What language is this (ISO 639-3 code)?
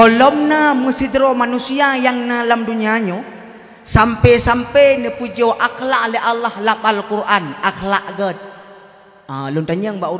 ace